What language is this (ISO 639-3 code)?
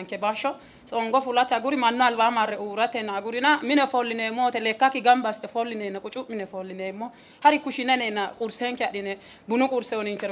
sid